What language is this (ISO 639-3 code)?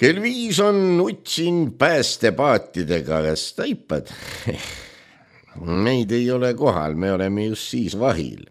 est